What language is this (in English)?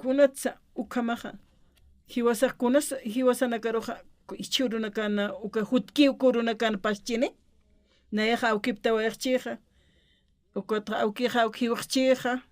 Aymara